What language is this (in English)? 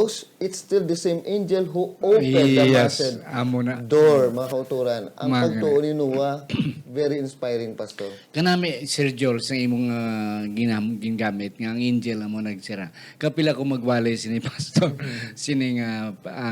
Hiligaynon